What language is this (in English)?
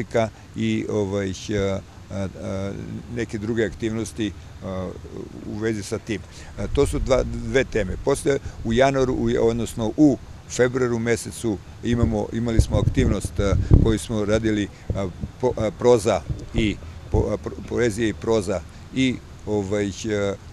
Serbian